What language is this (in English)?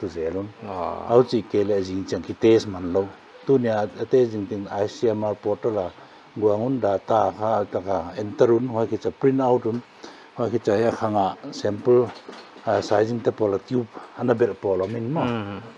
Paite Chin